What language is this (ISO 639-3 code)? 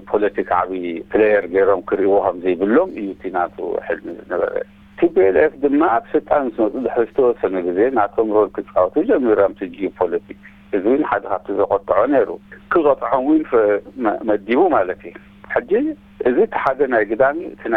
tir